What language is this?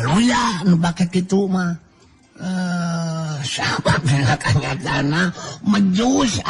Sundanese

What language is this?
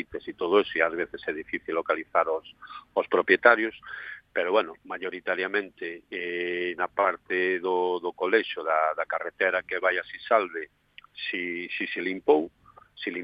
Galician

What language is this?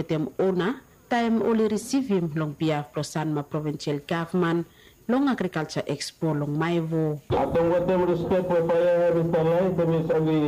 Bislama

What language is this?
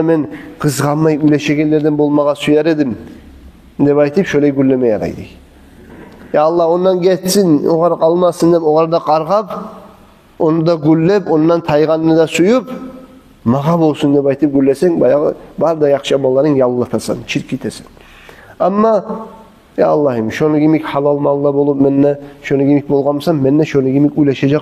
Kumyk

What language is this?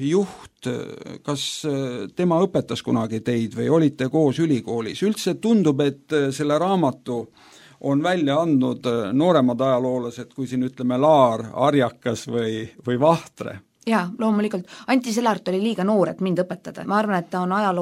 Estonian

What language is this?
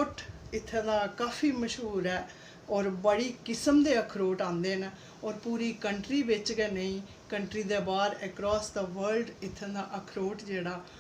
Dogri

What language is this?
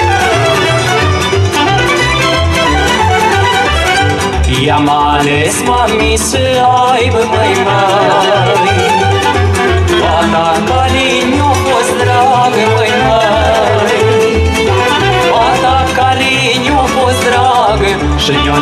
Romanian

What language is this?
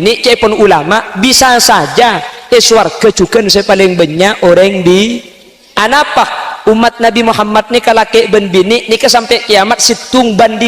Madurese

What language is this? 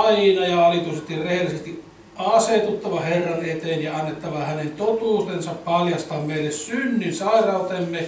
Finnish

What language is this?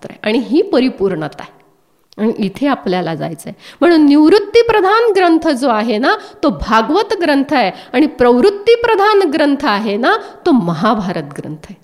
Marathi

